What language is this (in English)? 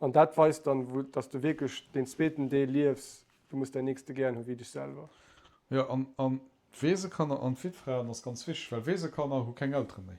Luxembourgish